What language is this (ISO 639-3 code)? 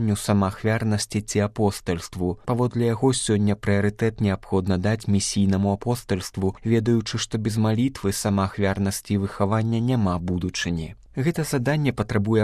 bel